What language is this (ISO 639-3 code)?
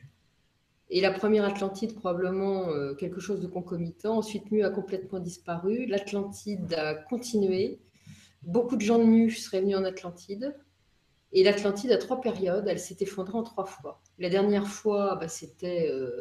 fra